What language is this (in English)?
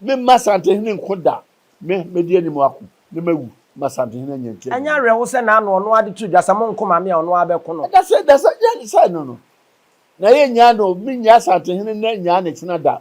Akan